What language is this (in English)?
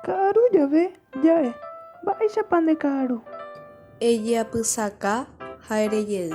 Guarani